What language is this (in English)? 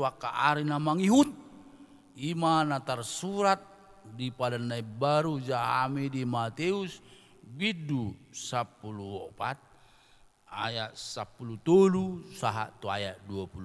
Batak Toba